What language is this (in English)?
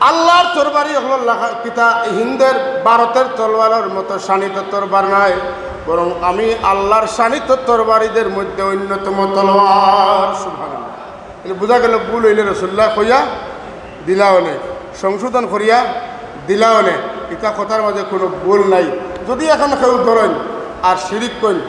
Sylheti